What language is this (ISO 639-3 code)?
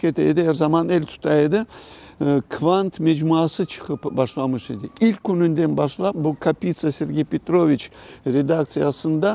crh